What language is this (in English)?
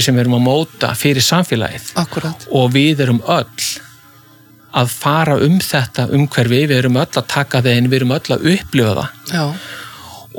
Icelandic